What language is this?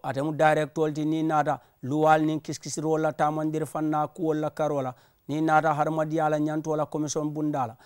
Mandingo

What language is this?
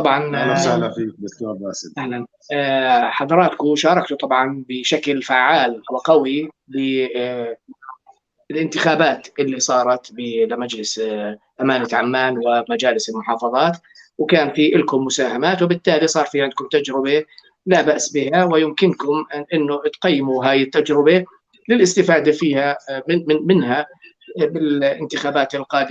North Levantine Arabic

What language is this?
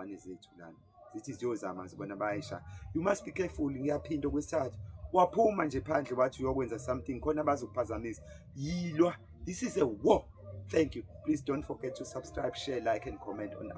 Zulu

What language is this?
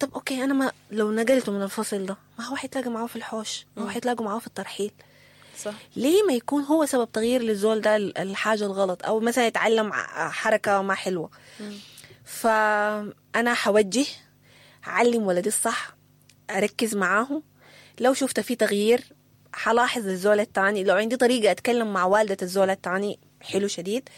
Sudanese Arabic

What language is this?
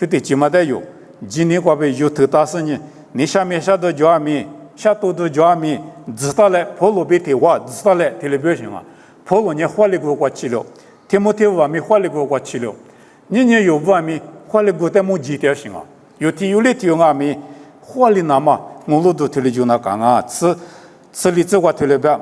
Lisu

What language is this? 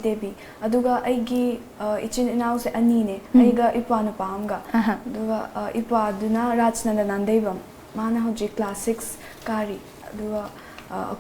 Manipuri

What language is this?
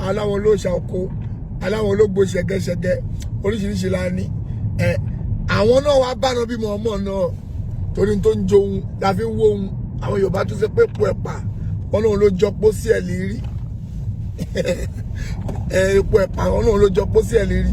Yoruba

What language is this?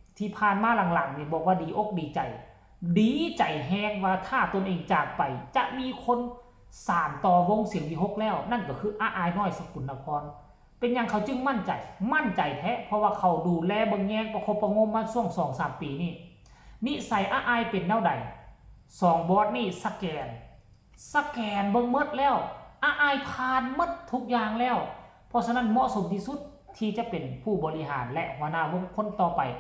Lao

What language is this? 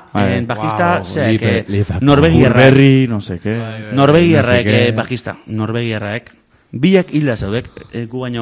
Basque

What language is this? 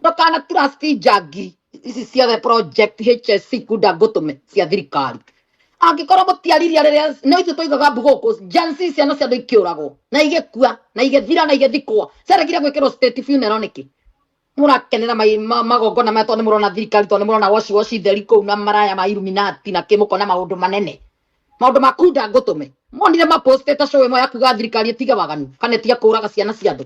Kikuyu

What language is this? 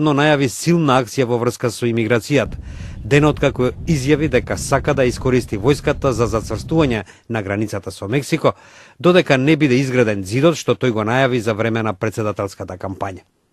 Macedonian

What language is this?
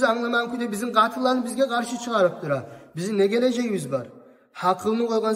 Kumyk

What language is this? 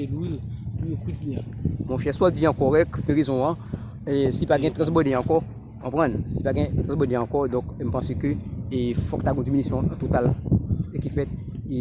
Haitian Creole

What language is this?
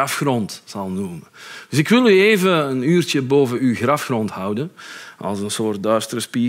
Dutch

